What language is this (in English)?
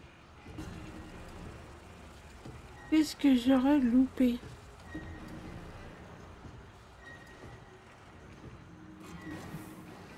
French